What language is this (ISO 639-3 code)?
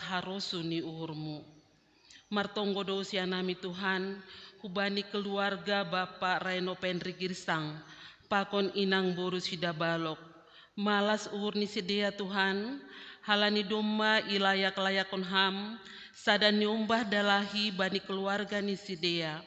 bts